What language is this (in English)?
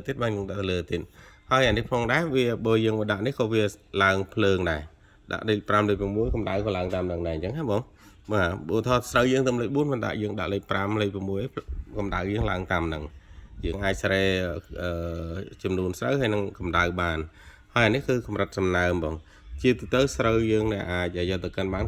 Khmer